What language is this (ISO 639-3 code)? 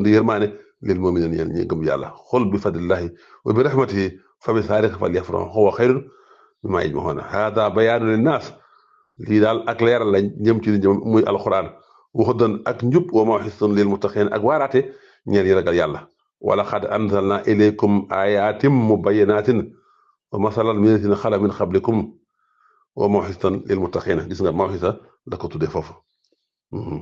wol